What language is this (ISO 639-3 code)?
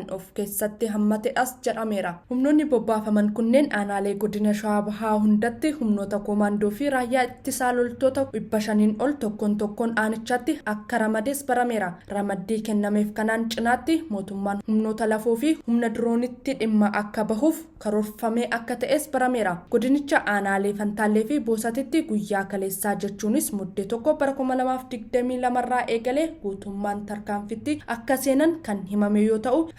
orm